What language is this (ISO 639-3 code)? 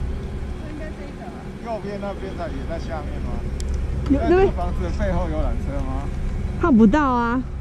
zho